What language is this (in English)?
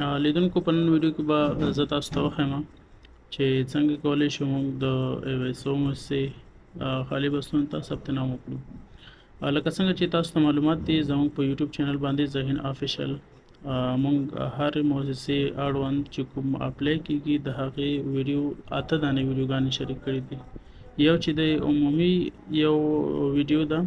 Pashto